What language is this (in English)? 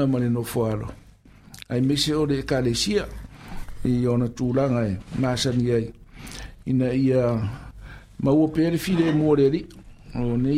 Samoan